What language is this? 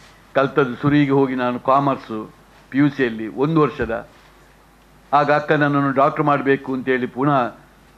Kannada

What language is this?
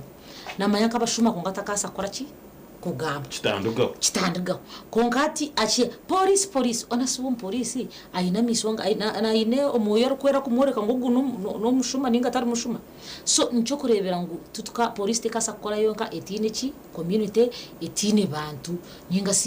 Nyankole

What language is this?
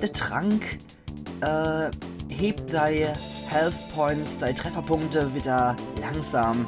Palatine German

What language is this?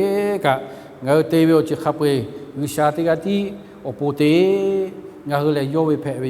Lahu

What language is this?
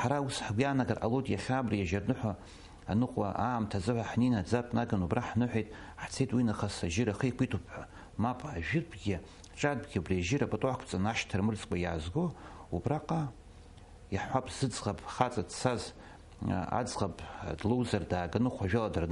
Abkhazian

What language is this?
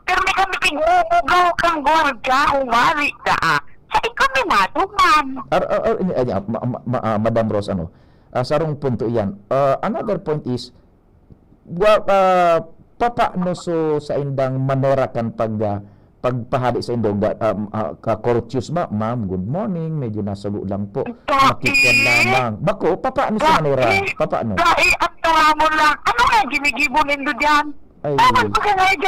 Bikol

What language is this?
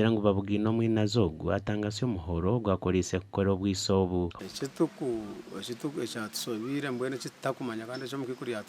Nyankole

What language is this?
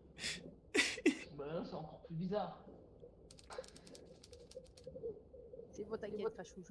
French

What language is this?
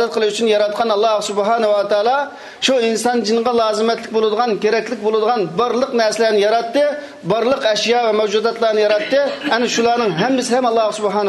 Uyghur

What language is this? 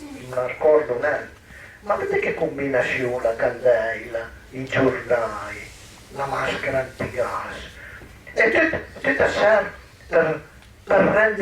Piedmontese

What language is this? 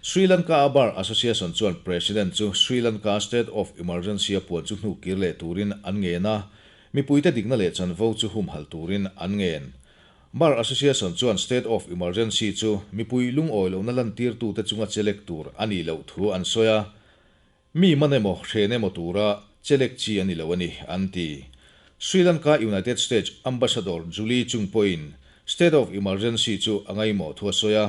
Mizo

